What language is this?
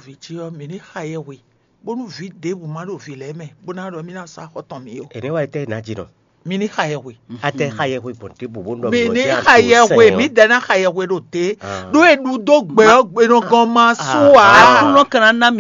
Fon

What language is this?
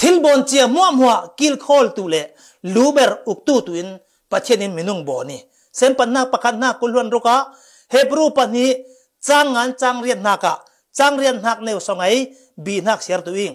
Falam Chin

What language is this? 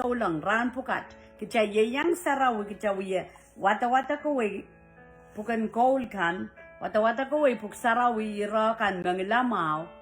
Pohnpeian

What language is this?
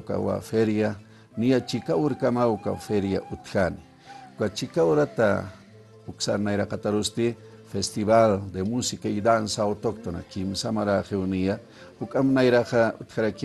Aymara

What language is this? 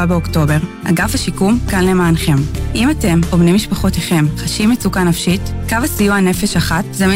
Hebrew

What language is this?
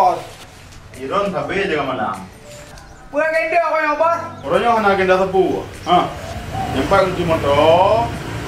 Achinese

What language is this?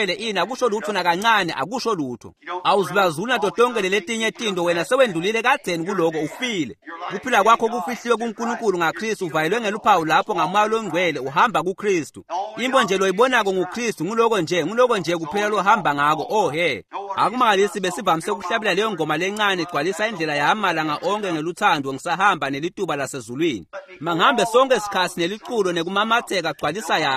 Swati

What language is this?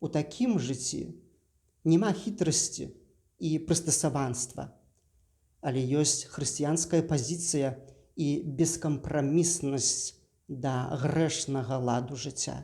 Belarusian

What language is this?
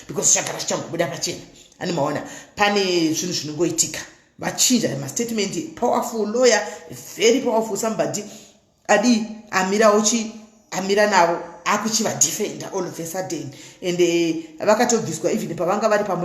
Shona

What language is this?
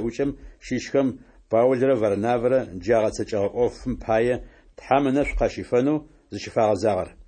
Adyghe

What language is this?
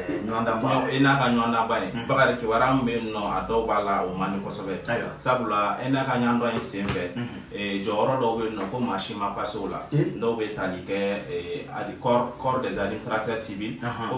Bambara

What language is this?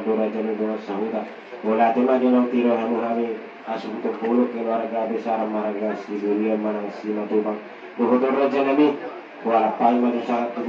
Batak Toba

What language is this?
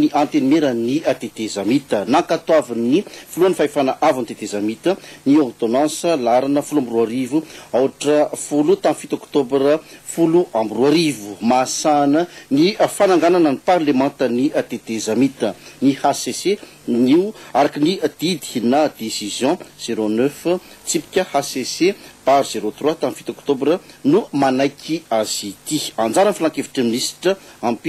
Malagasy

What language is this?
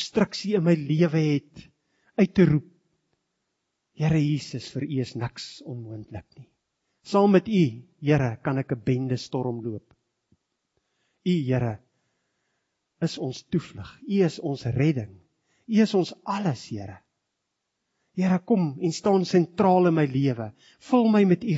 Afrikaans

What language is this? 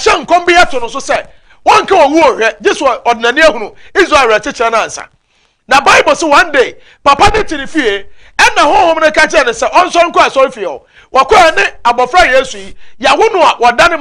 Akan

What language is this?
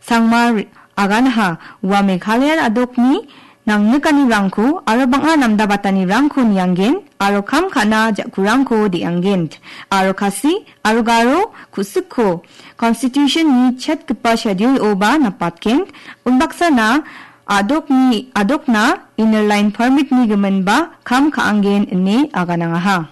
Garo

